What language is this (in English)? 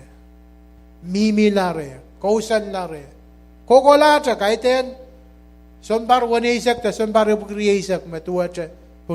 Pohnpeian